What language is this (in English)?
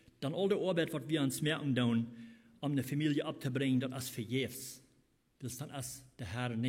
Plautdietsch